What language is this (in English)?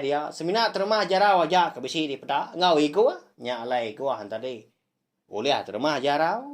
Iban